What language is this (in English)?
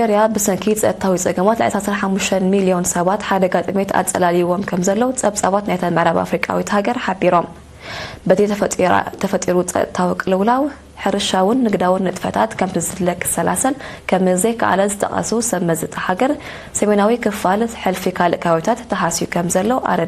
Tigrinya